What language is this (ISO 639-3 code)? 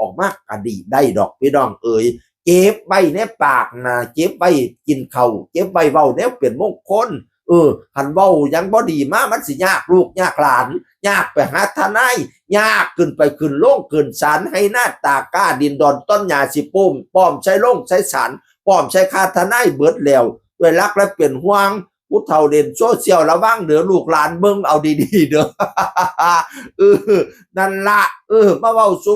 tts